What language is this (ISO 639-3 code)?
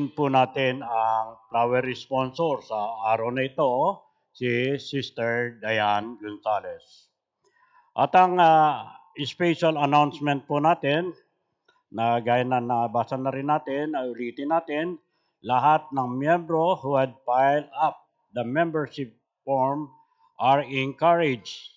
fil